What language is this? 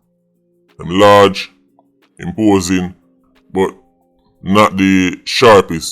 Jamaican Creole English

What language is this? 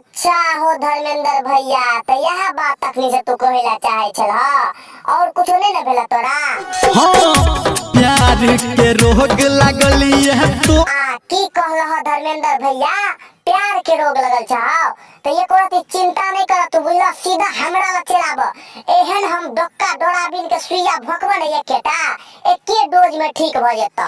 Maithili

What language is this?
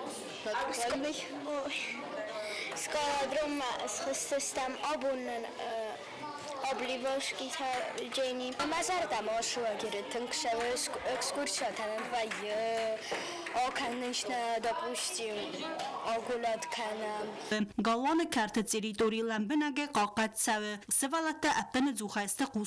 Ossetic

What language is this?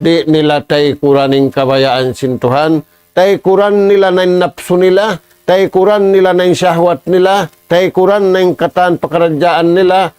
Tausug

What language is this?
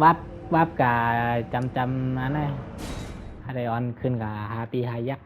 Shan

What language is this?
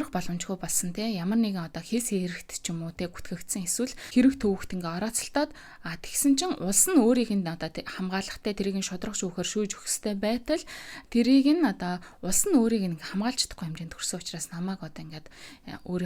Mongolian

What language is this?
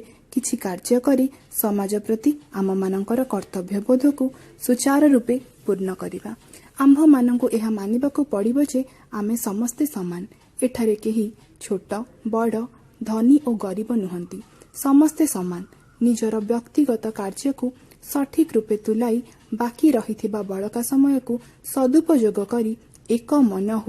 Odia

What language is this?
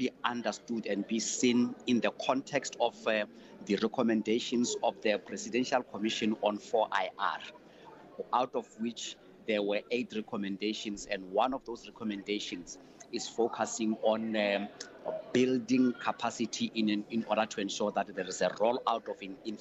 English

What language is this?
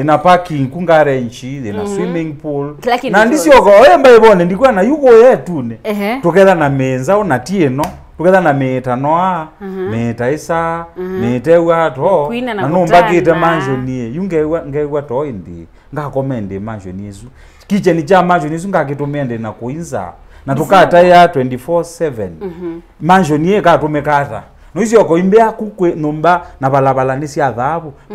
Kamba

